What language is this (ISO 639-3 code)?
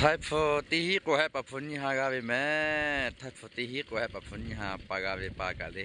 lhu